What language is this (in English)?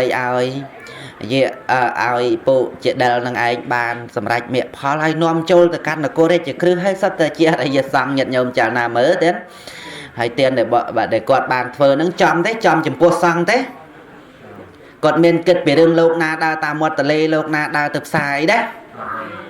Khmer